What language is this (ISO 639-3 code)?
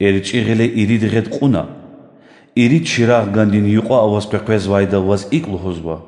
lez